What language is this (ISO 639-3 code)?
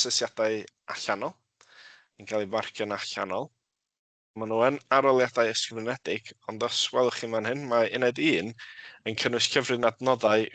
cym